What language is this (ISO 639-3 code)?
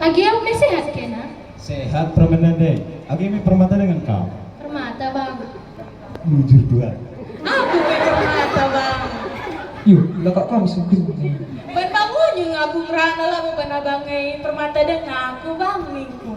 btx